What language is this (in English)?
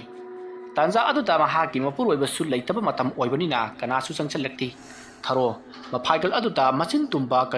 Manipuri